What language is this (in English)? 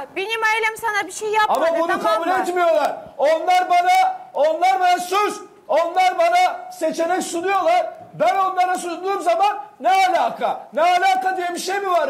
Turkish